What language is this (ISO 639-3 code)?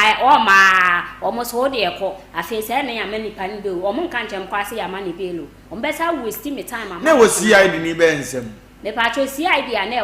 aka